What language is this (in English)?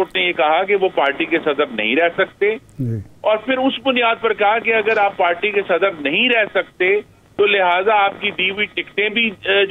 Urdu